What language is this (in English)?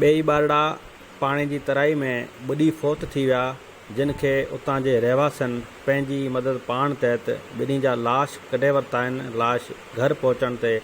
Sindhi